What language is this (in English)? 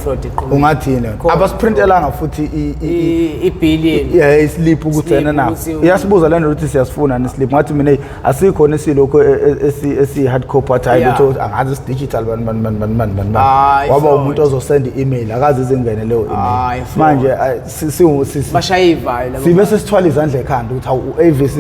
Zulu